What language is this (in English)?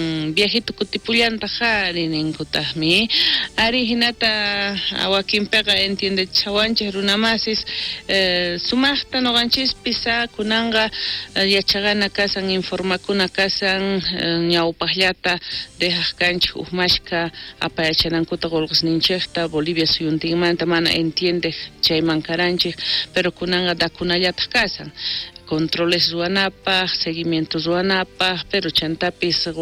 South Bolivian Quechua